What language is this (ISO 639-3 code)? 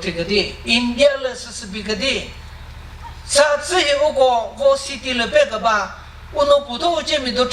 nri